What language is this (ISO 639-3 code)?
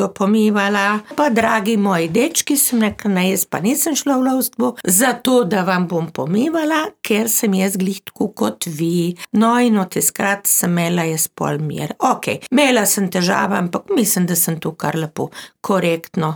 slv